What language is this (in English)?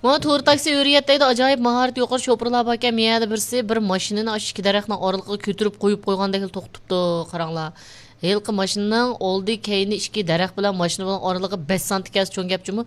Uyghur